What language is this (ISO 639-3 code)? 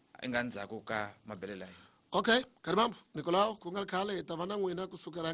tso